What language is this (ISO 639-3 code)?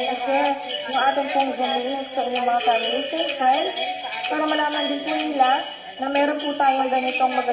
fil